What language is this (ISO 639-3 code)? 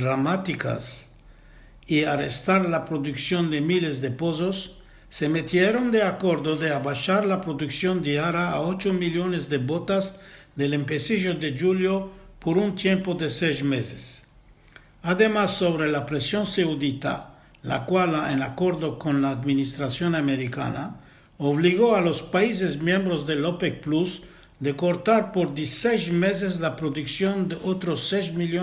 lad